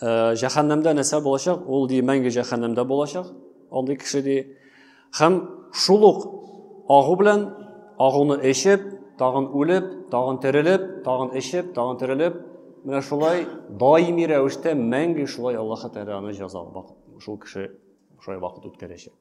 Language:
Tatar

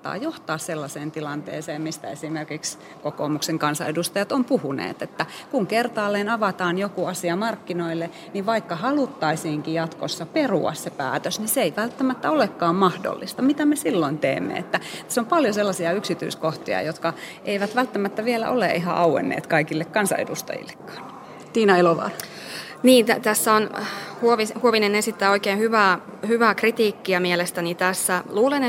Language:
Finnish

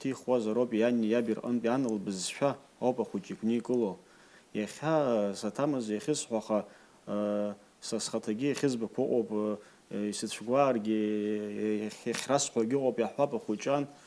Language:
Abkhazian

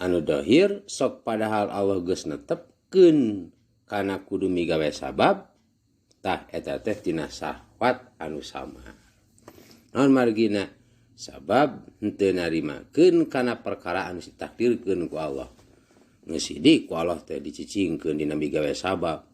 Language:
Sundanese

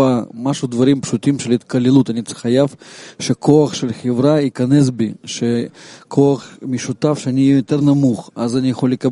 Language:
Hebrew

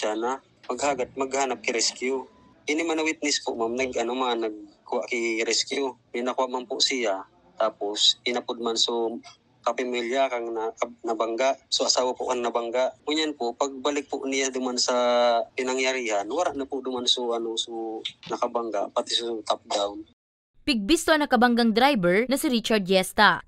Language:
Bikol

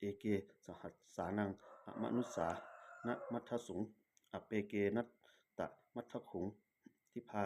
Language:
Pali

